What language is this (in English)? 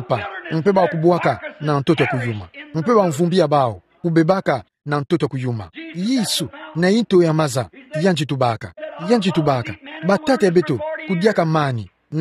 Kituba (Democratic Republic of Congo)